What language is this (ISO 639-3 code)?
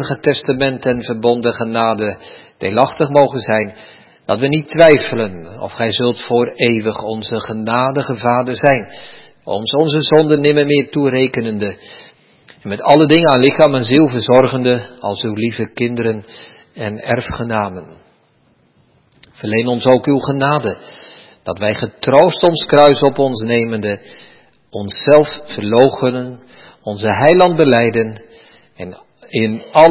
nld